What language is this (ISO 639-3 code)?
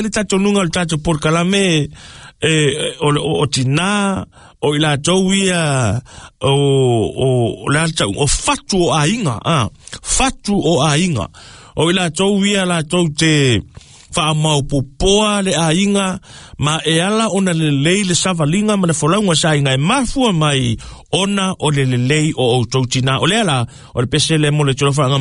smo